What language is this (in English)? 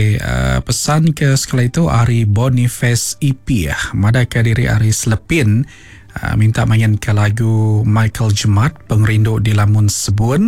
Iban